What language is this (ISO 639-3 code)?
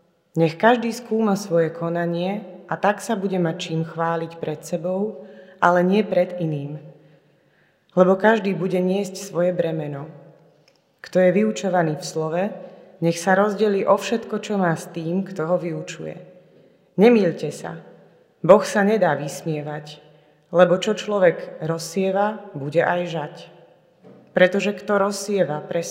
slk